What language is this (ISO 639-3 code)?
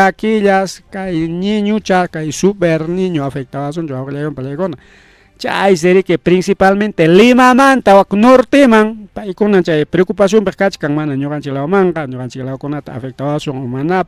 quy